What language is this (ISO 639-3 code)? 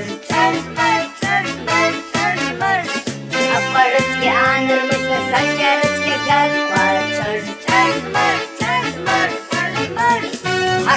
abk